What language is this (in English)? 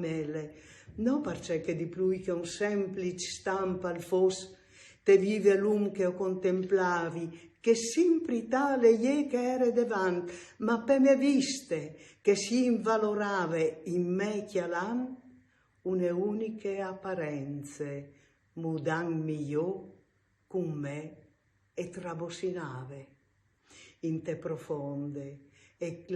Friulian